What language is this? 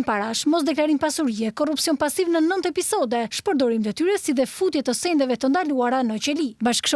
Albanian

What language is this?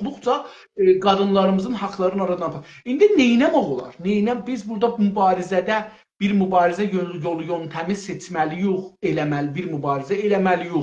South Azerbaijani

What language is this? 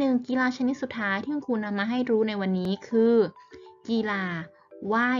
Thai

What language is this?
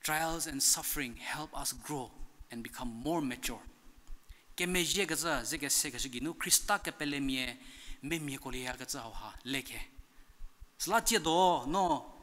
Angami Naga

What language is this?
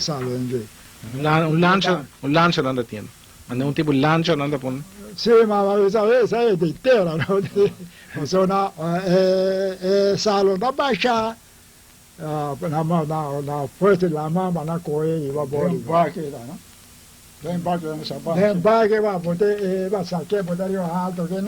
Papiamento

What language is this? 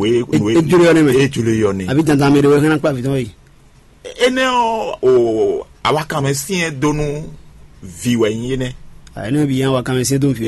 Fon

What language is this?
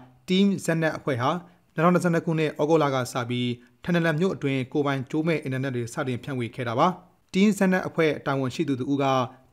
Burmese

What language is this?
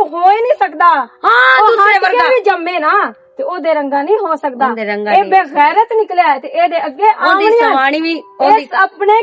Western Panjabi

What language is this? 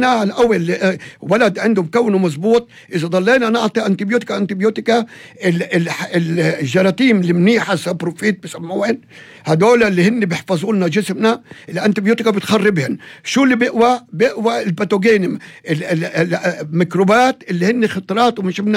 North Levantine Arabic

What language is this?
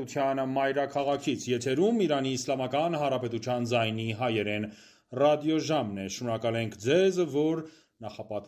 Armenian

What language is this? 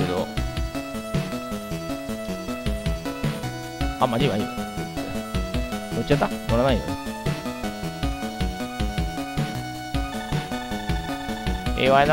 Japanese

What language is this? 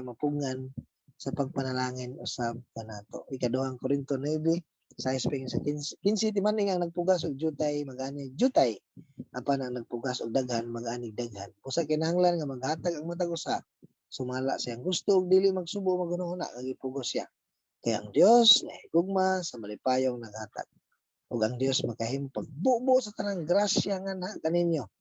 Cebuano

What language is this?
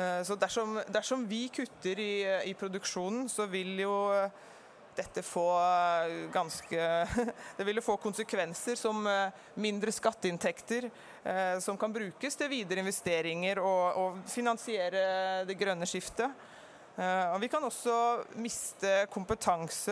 Norwegian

